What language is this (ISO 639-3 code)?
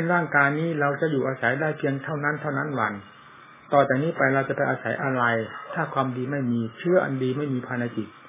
tha